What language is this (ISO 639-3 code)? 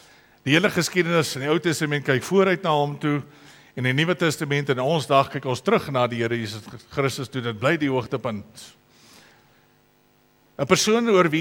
afr